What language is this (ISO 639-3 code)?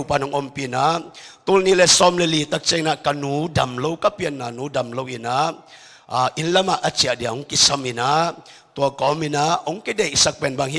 ctd